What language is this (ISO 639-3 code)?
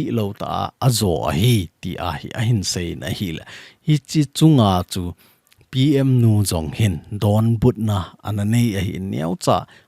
tcz